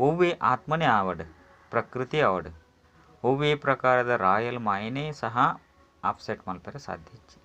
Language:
Tulu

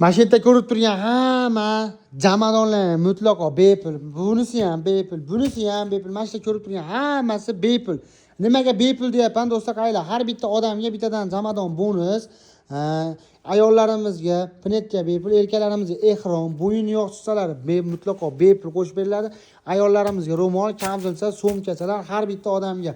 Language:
Uzbek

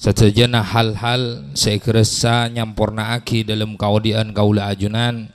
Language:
Madurese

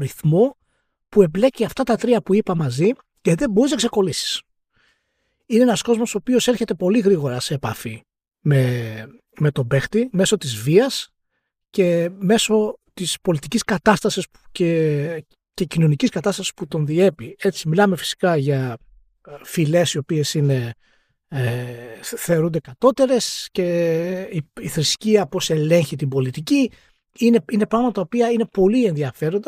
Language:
Greek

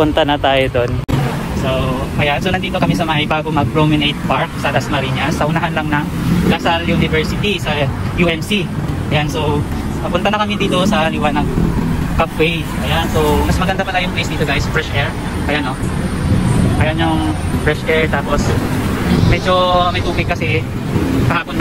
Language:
Filipino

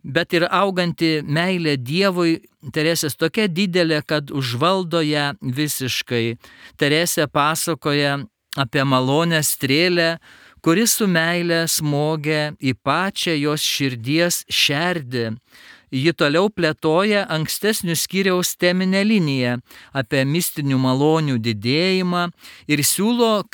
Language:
Lithuanian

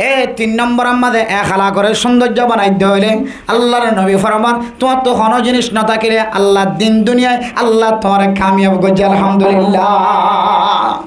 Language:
Rohingya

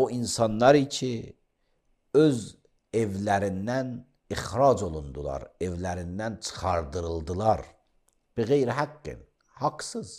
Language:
Azerbaijani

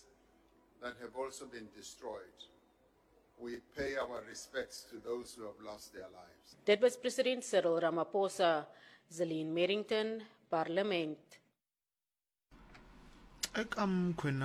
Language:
Afrikaans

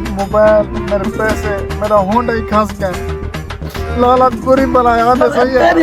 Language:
Saraiki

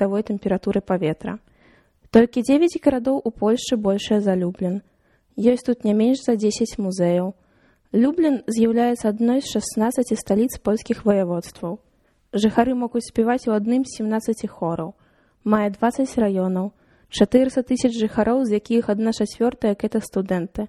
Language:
Belarusian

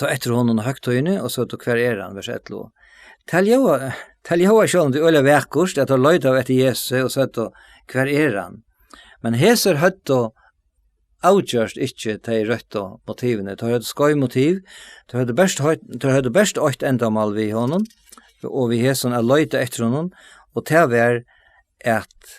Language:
Faroese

